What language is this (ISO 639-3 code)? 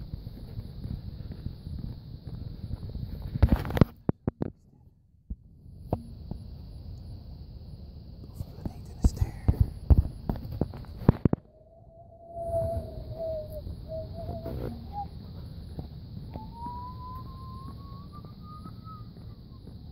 nld